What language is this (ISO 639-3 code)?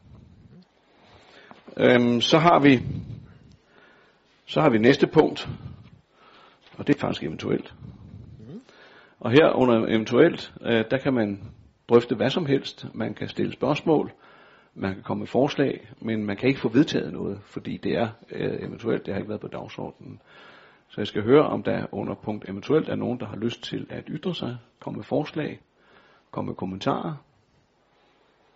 dan